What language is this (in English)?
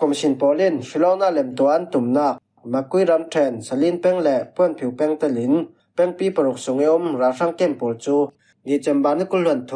Falam Chin